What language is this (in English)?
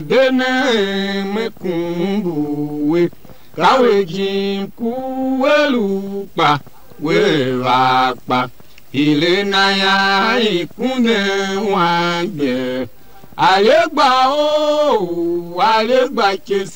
Tiv